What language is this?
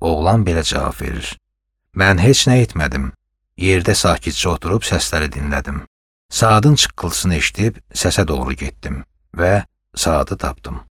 Azerbaijani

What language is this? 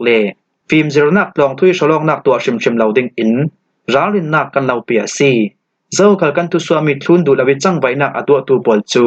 Falam Chin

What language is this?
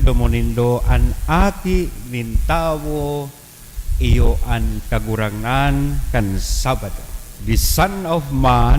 Bikol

